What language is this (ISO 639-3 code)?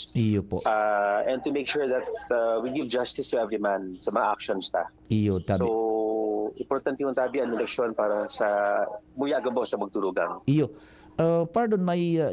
bik